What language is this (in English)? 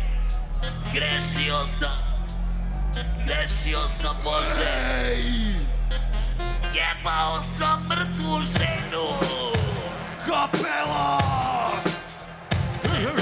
Serbian